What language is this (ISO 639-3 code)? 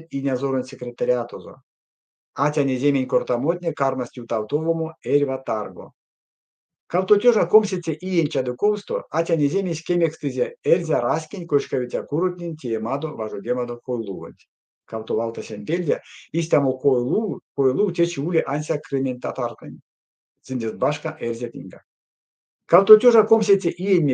myv